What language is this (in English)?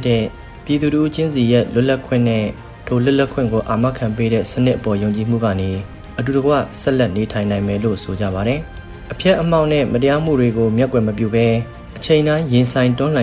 Burmese